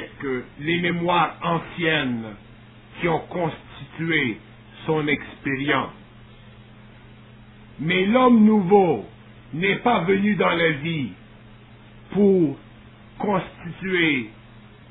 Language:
French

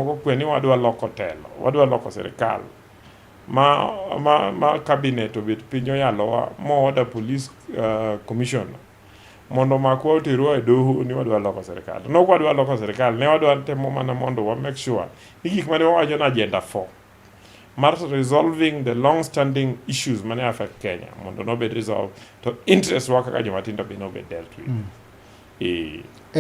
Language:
Luo (Kenya and Tanzania)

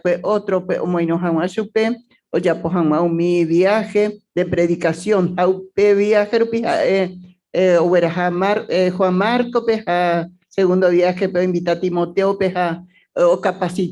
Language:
Guarani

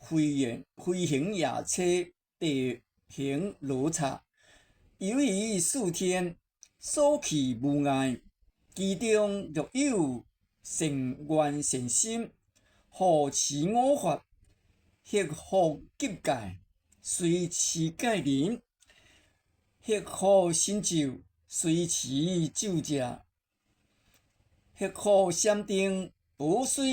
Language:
Min Nan Chinese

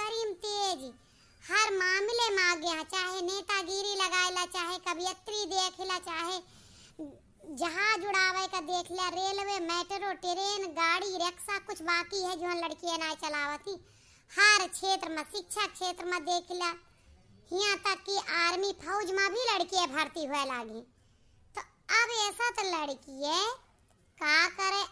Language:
Awadhi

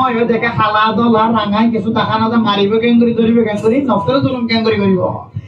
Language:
Rohingya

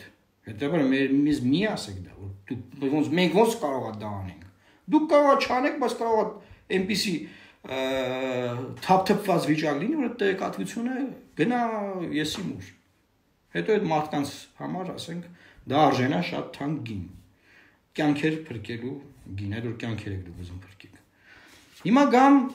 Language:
Armenian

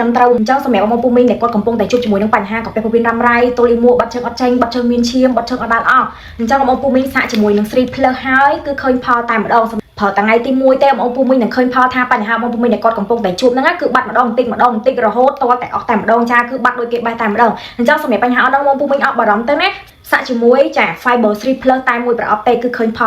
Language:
Khmer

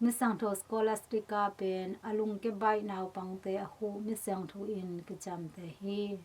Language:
Tedim Chin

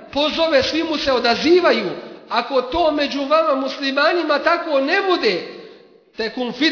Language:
Bosnian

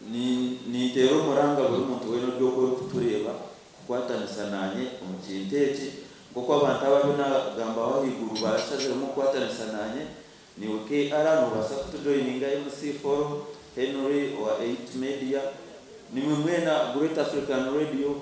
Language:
Nyankole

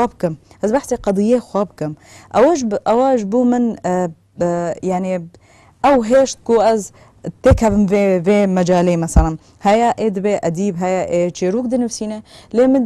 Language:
Kurdish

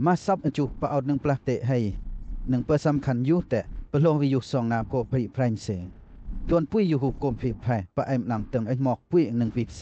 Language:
Western Lawa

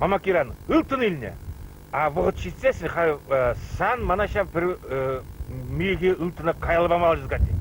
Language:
Chuvash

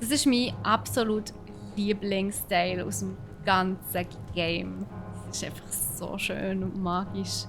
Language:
Swiss German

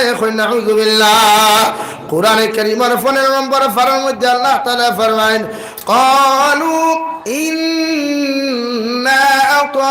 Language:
Sylheti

